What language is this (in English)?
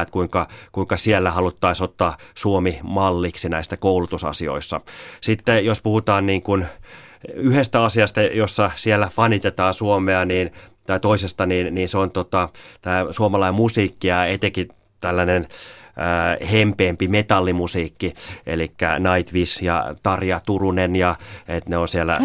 Finnish